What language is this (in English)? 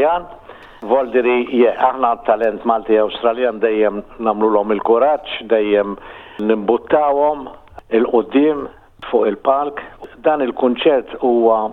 Maltese